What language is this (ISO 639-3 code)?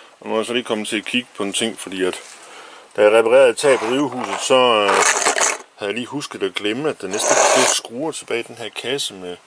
dan